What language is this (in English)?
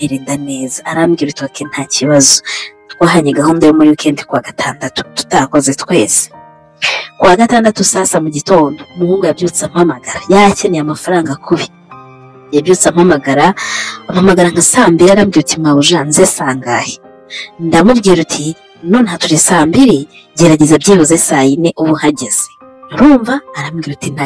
Kinyarwanda